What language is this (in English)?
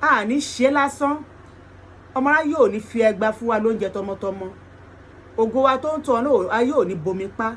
Yoruba